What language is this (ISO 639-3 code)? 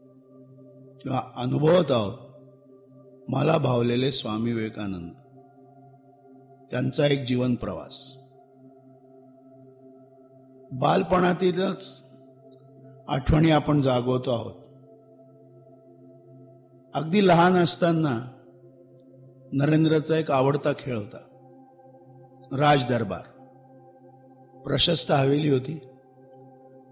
mar